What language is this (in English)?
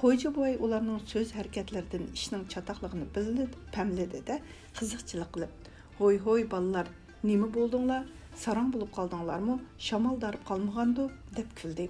Uyghur